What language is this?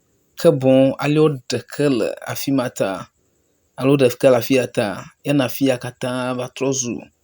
Ewe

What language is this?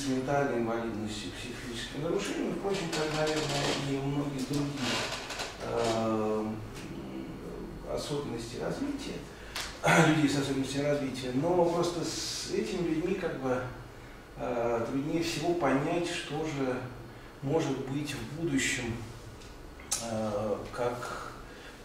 Russian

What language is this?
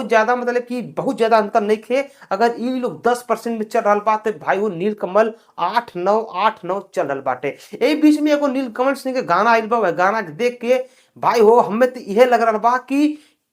Bhojpuri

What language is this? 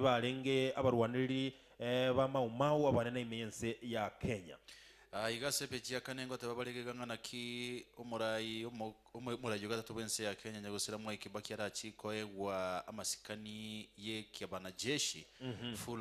Gusii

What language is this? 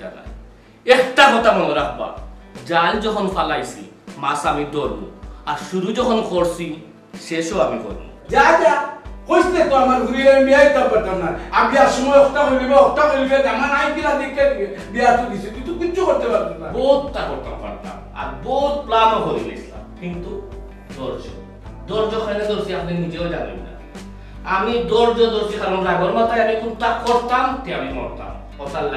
Sylheti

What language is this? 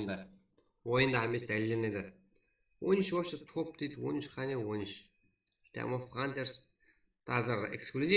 Kara-Kalpak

